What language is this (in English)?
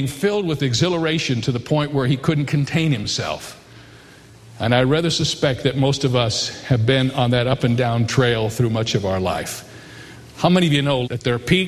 English